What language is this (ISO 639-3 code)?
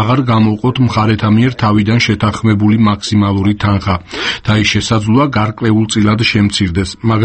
kat